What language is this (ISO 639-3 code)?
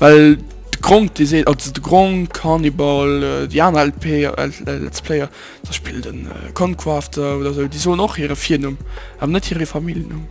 ltz